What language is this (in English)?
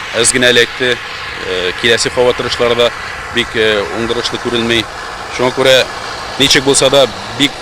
Tatar